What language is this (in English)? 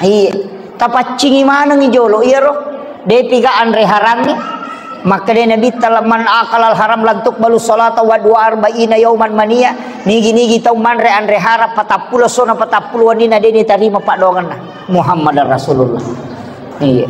Buginese